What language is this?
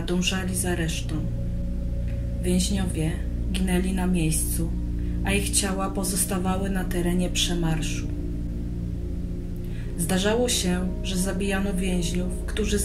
Polish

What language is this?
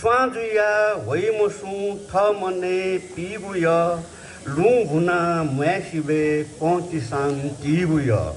Newari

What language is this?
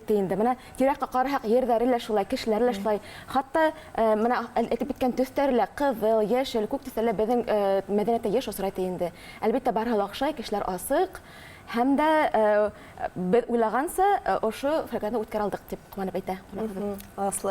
Bashkir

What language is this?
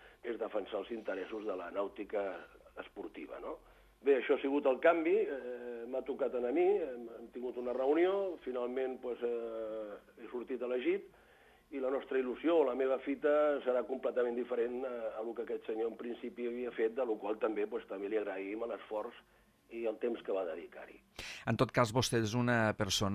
Catalan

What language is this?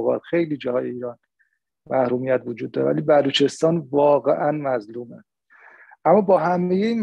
Persian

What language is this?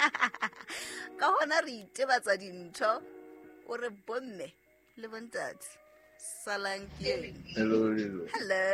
Southern Sotho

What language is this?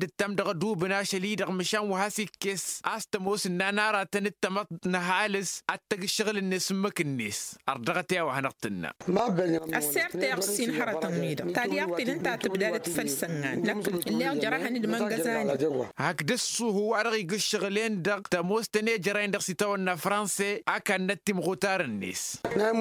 Tamasheq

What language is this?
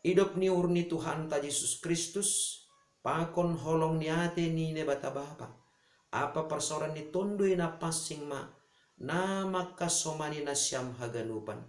Batak Simalungun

